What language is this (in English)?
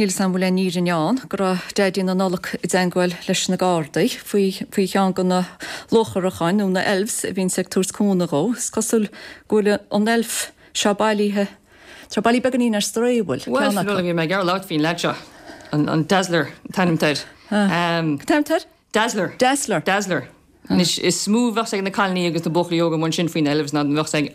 Irish